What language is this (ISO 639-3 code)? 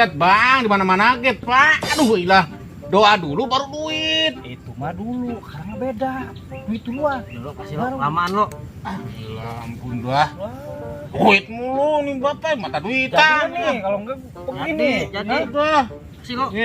bew